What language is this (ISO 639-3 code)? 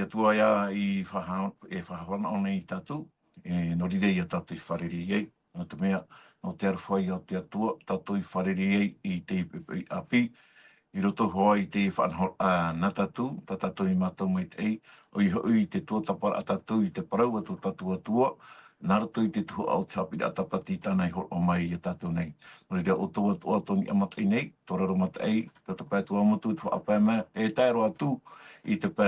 tah